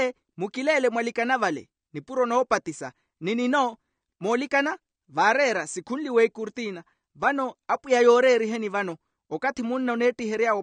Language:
Makhuwa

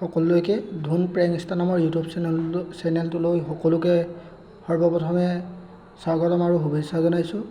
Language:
Assamese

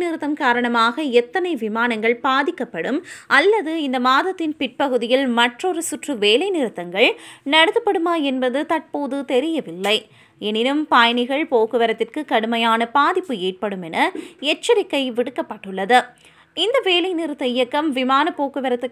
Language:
Tamil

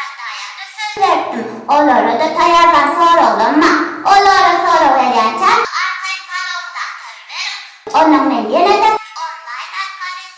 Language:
Turkmen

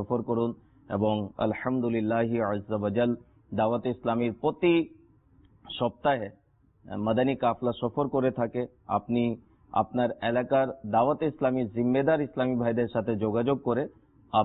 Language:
Bangla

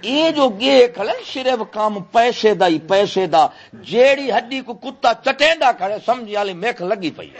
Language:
Saraiki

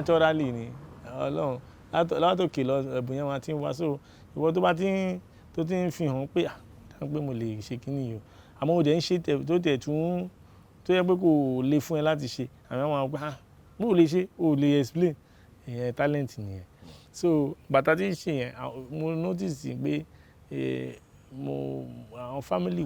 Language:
Yoruba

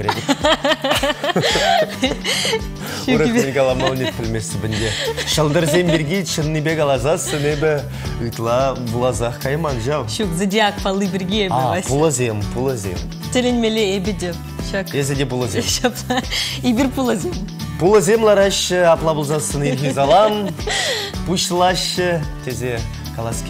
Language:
Chuvash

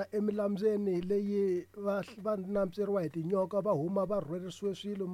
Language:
Tsonga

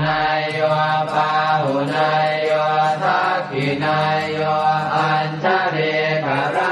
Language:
Pali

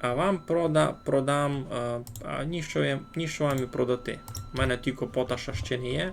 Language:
Rusyn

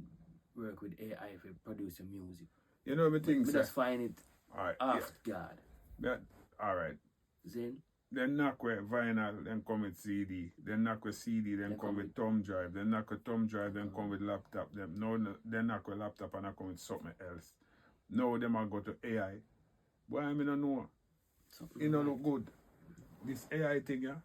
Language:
Jamaican Creole English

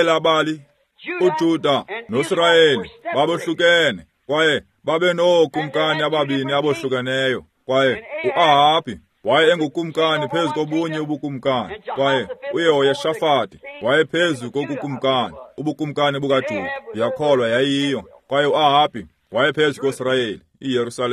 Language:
Xhosa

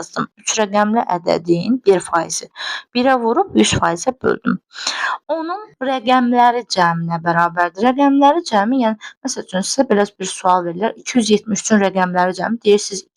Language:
Azerbaijani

